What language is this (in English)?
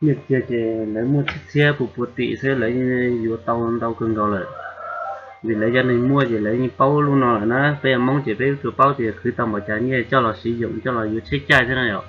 Hmong